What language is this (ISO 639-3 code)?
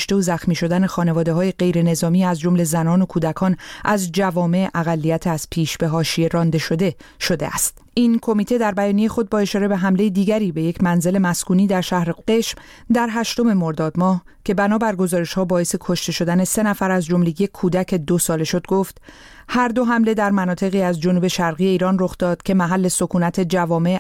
fas